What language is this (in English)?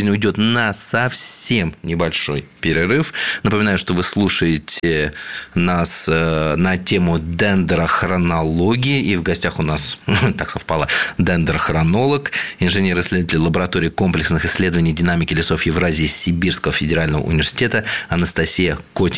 Russian